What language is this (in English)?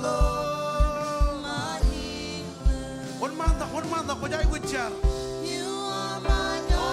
Marshallese